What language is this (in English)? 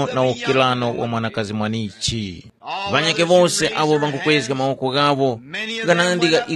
Tumbuka